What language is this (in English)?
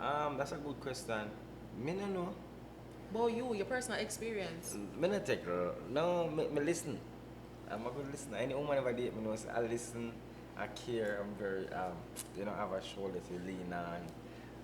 Jamaican Creole English